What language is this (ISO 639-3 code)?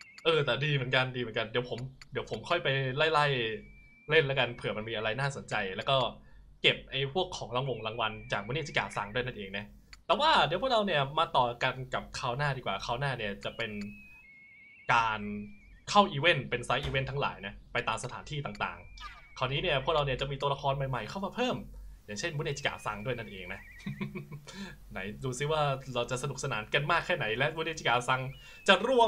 tha